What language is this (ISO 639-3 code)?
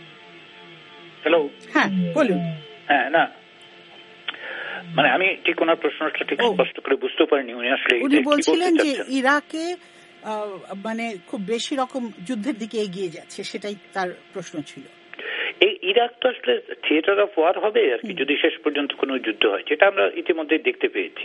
ben